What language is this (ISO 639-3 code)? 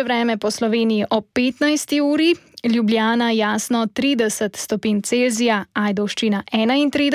slv